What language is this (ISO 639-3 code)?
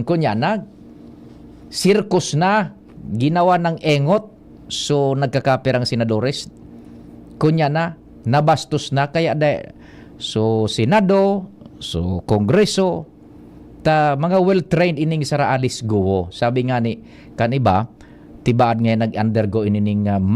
bik